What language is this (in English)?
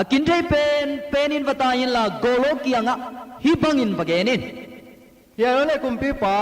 Tedim Chin